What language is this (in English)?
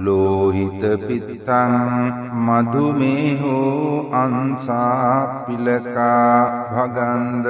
Pali